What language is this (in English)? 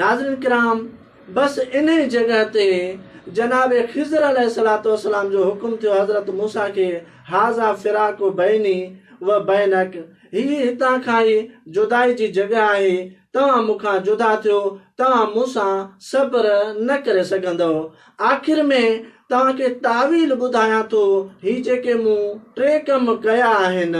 Sindhi